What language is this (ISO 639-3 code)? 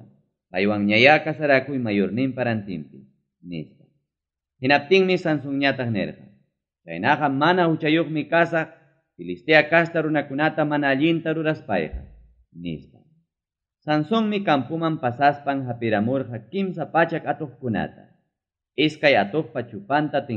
quy